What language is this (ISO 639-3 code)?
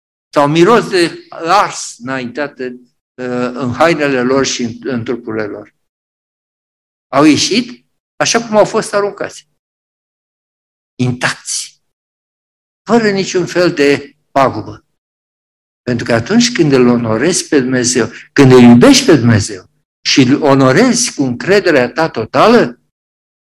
ron